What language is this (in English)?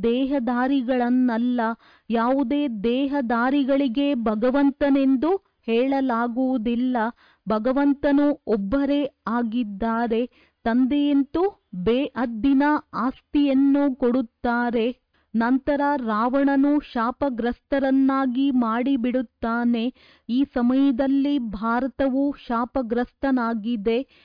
Kannada